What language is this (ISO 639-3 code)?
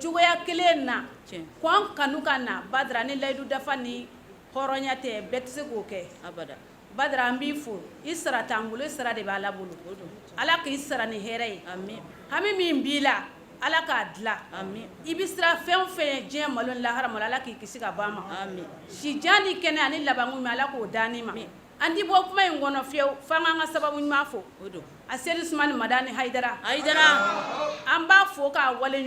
bam